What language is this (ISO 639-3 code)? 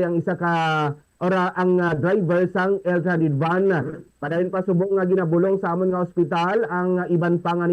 hil